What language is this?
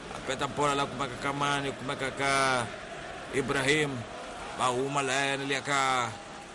Tsonga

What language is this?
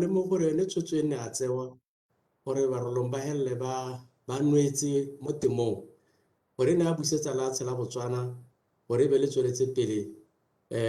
Tswana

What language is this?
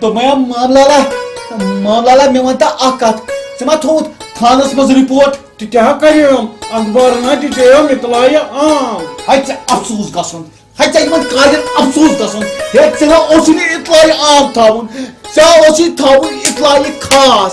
Kashmiri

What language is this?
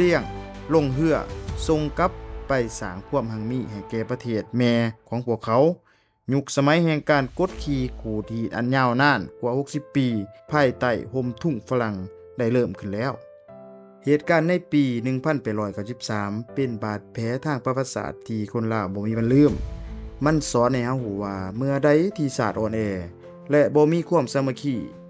Lao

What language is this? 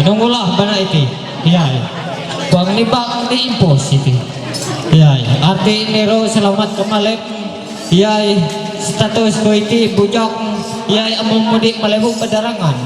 Ma'anyan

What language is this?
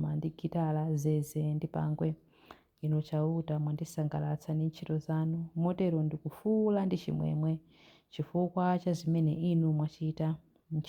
Nyanja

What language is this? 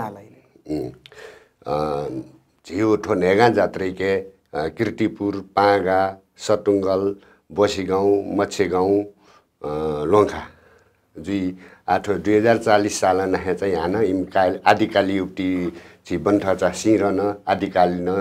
Newari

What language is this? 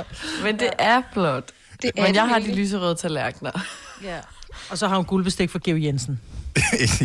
Danish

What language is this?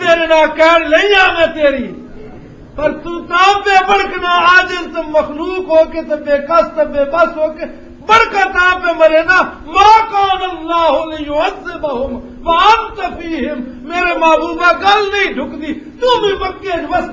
Western Panjabi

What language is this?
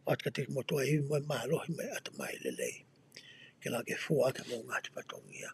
Tongan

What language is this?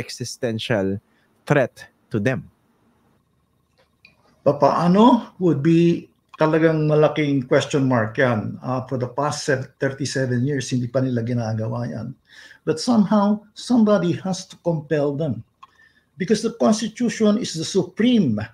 Filipino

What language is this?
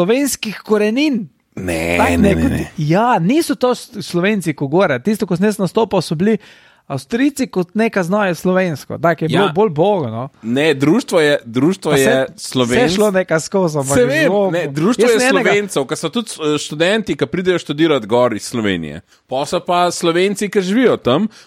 Slovenian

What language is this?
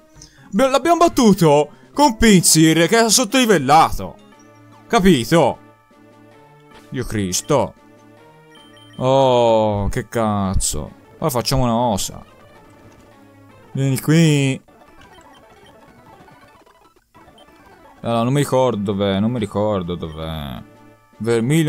Italian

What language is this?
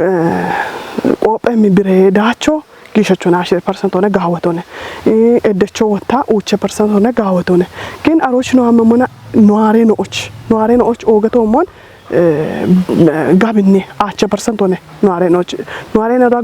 Kafa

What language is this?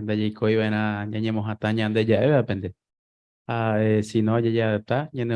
Guarani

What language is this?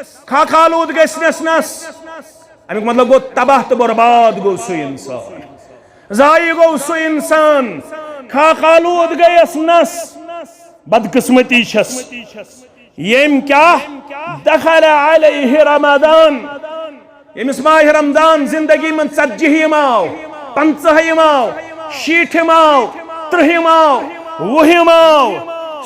Kashmiri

